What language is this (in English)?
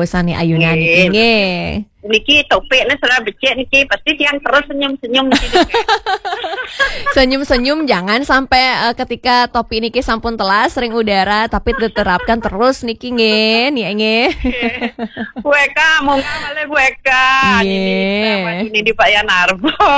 Balinese